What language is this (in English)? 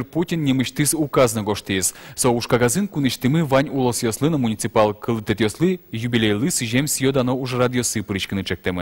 Udmurt